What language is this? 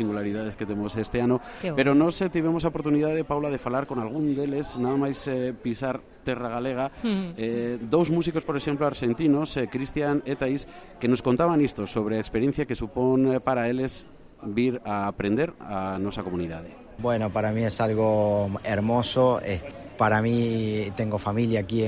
Galician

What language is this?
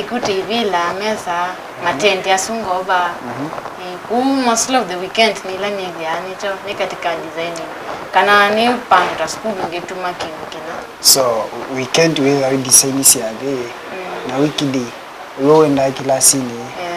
Kamba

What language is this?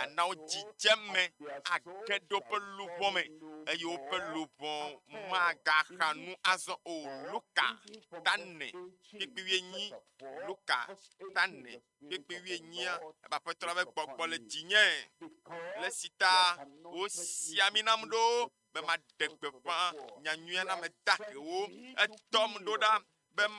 Ewe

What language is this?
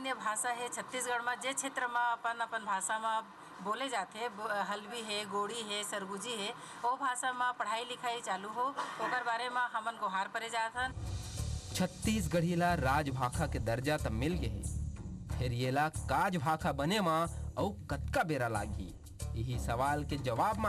Chhattisgarhi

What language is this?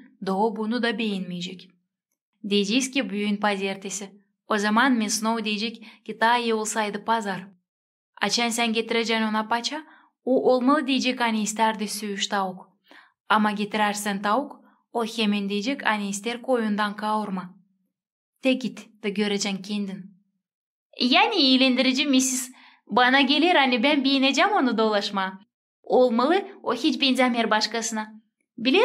Gagauz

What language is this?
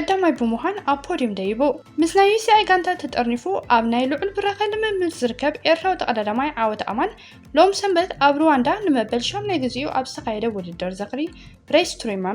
Tigrinya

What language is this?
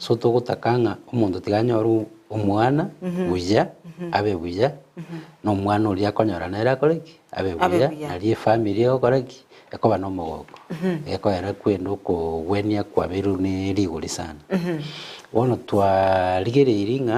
Gusii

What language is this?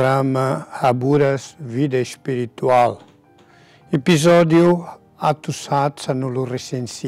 Tetum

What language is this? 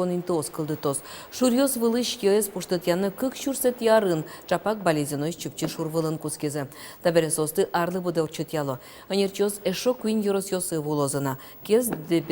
Udmurt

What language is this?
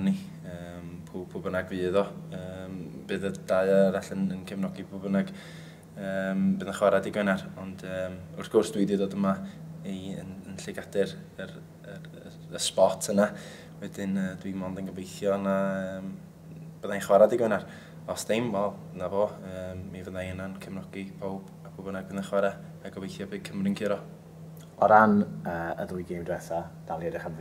Welsh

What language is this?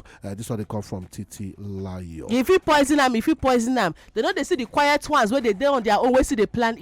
Nigerian Pidgin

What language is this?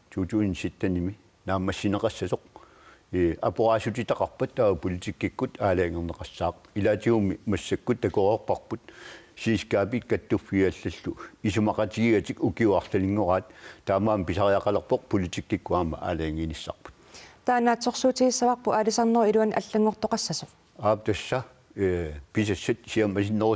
Kalaallisut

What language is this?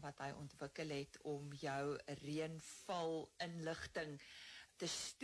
Afrikaans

